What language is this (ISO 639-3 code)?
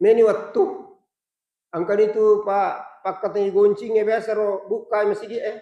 bug